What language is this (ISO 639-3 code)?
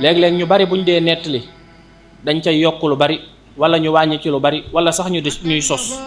wol